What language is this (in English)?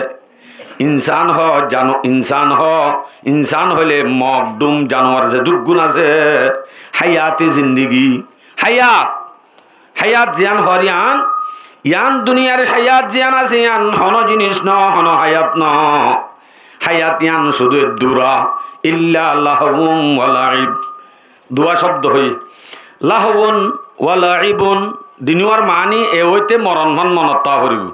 Rohingya